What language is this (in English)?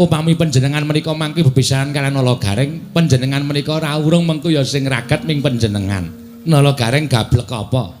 Javanese